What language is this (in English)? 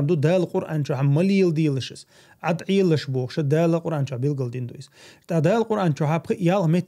Chechen